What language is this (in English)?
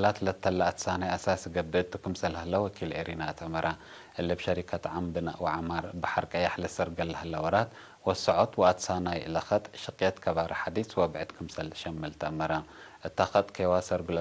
Tigre